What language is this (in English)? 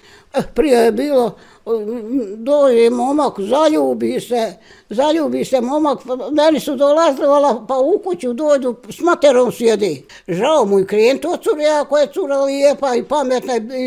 Bosnian